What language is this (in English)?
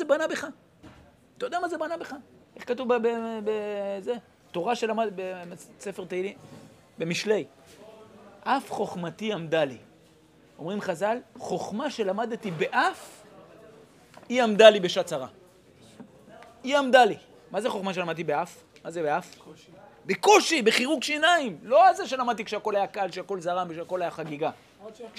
Hebrew